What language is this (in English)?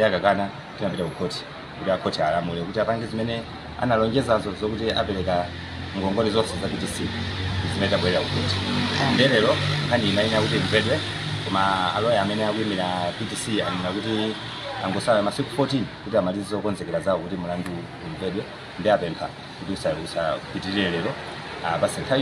Nyanja